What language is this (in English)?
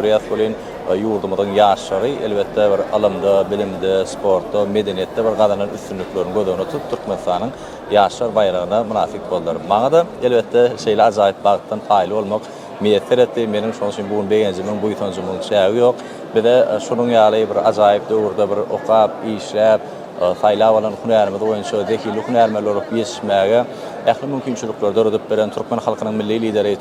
Turkmen